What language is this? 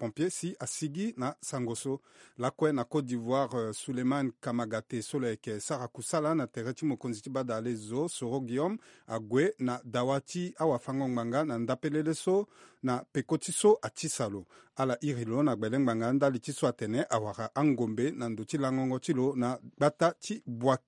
Sango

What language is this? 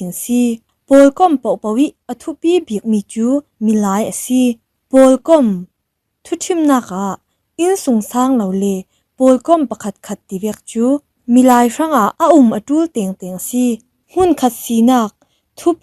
Falam Chin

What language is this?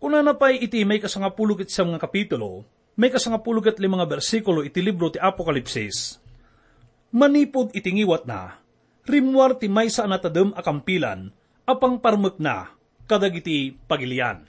Iloko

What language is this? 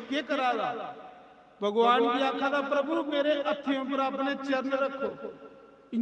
Dogri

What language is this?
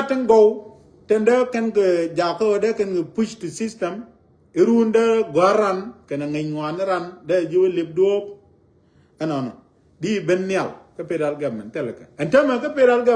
Nuer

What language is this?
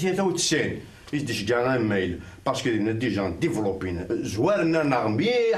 Kabyle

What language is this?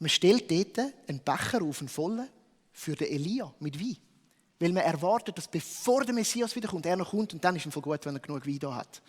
Swiss German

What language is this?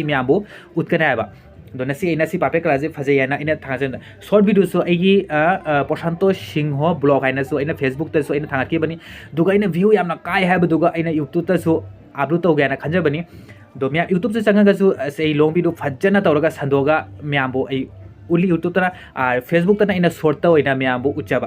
Manipuri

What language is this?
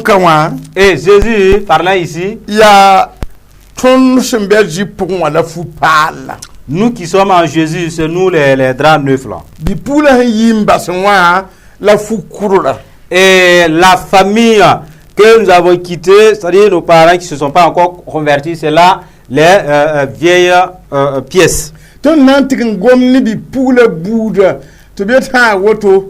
Mossi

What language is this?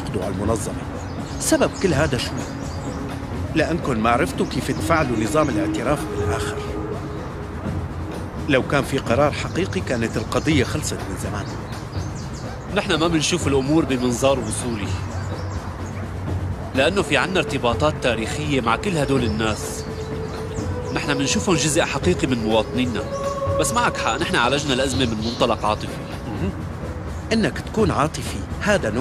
North Levantine Arabic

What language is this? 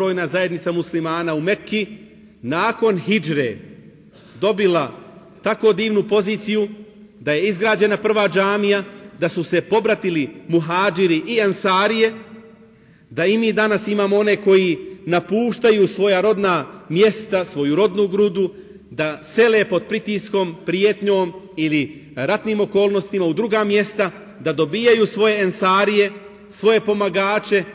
Bosnian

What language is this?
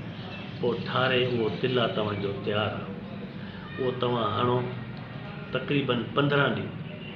Sindhi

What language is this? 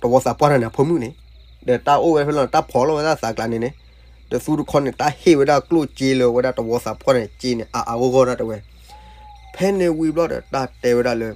S'gaw Karen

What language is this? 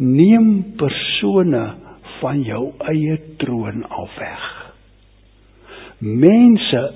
Afrikaans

